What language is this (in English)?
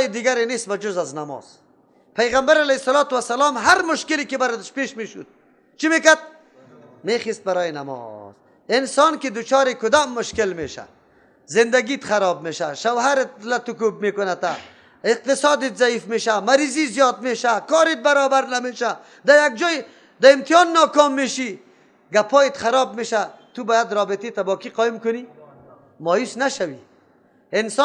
Persian